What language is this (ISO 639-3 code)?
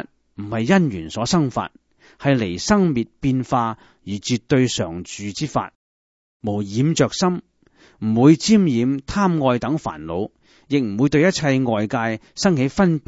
yue